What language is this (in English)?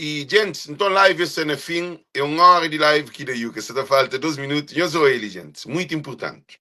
Kabuverdianu